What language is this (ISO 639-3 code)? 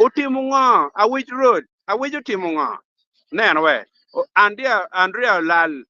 ach